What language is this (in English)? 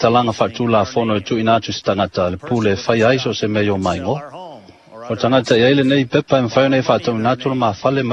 Samoan